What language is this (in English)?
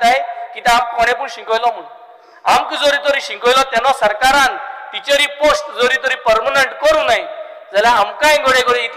Konkani